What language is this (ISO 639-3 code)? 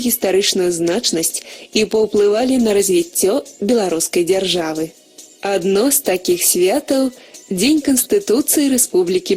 bel